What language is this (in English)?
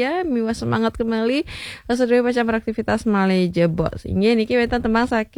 Balinese